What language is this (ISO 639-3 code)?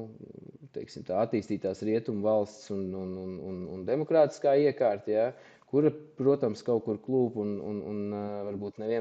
lav